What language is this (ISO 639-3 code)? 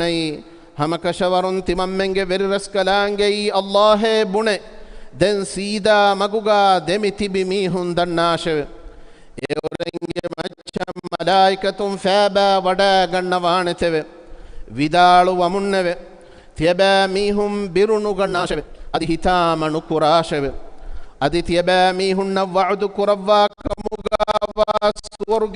div